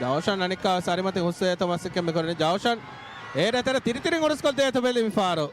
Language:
Divehi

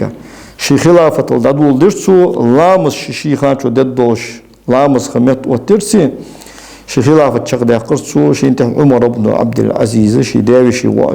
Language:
Ingush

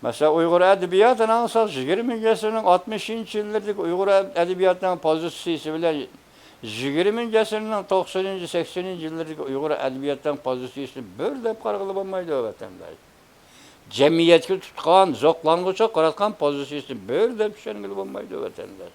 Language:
Uyghur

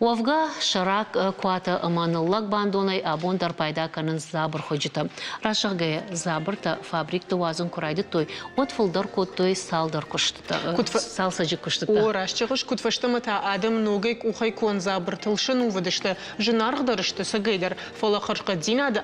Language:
Ossetic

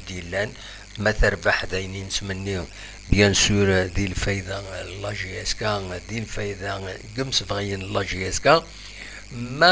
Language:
Kabyle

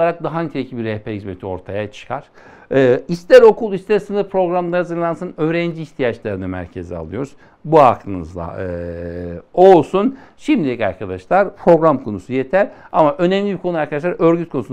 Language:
Turkish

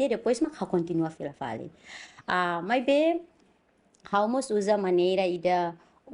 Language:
Tetum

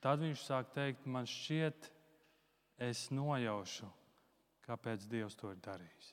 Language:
Latvian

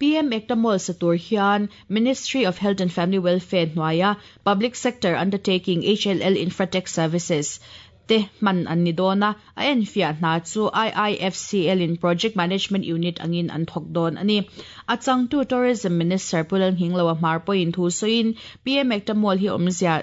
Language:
Mizo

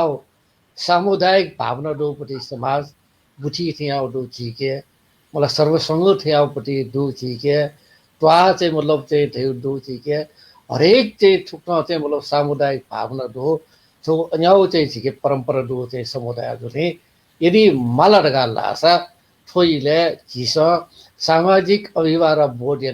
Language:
Newari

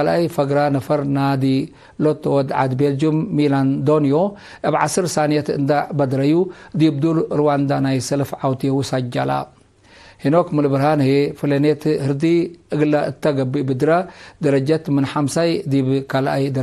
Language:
Tigre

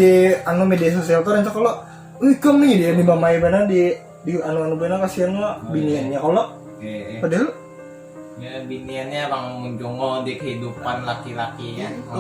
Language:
Banjar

